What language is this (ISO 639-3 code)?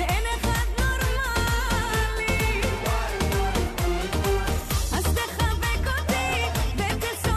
heb